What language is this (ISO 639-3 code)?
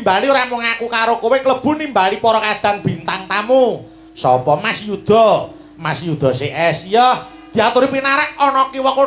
jav